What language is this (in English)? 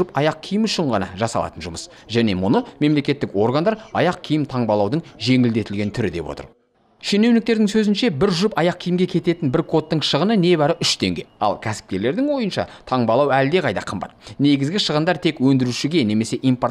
Kazakh